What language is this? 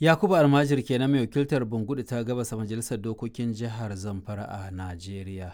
Hausa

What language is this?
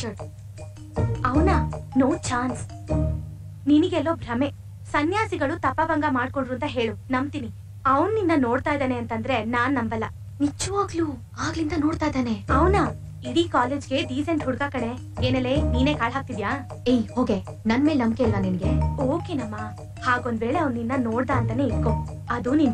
Kannada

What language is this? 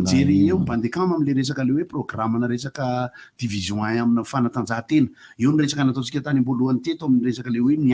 Malagasy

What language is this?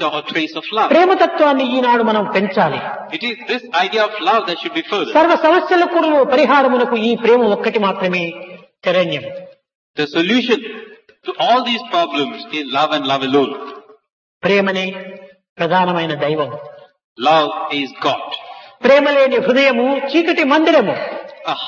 Telugu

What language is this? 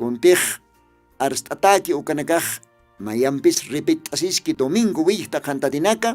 Aymara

